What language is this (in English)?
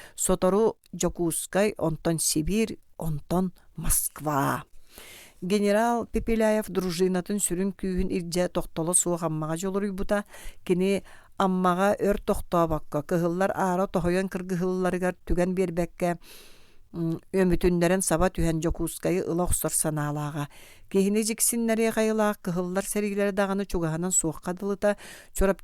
Yakut